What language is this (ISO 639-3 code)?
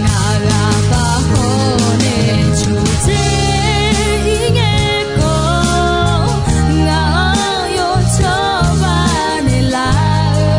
ahk